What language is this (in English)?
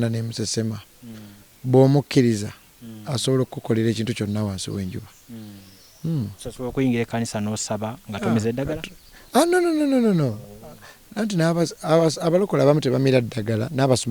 Ganda